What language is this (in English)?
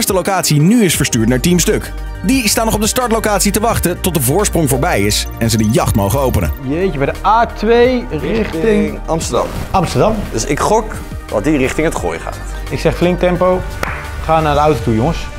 Dutch